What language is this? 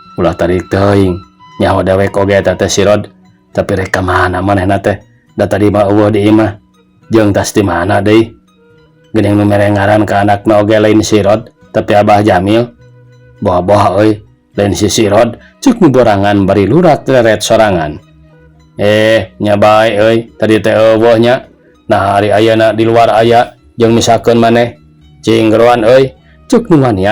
Sundanese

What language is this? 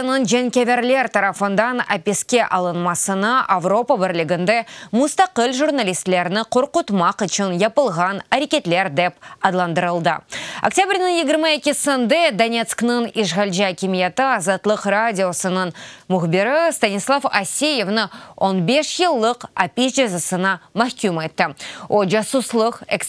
Crimean Tatar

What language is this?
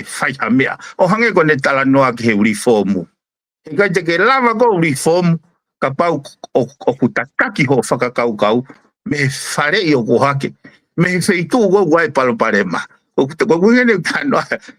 Tongan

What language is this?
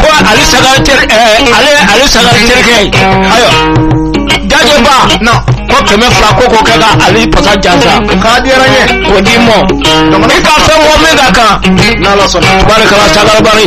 Bambara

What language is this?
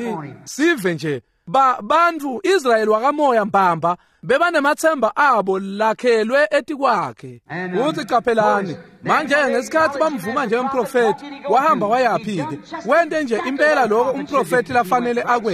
Swati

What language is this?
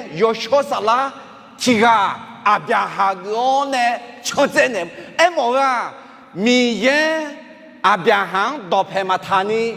Akha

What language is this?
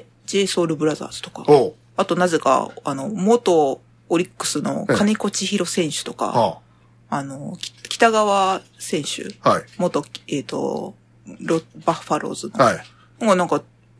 Japanese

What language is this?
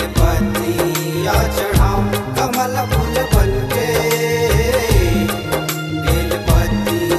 Chhattisgarhi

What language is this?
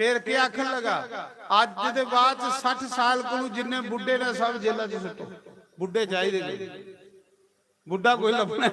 Dogri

